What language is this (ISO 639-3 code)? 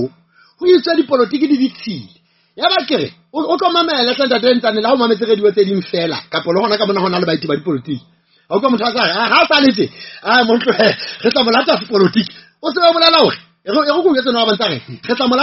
sot